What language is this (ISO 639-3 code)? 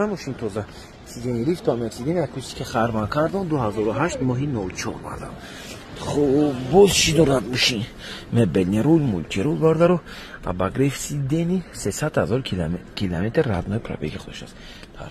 tgk